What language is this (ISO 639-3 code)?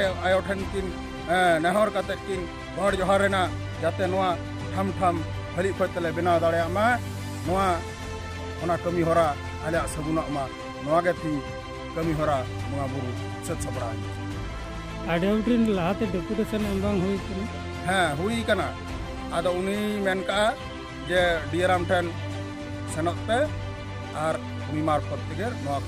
sat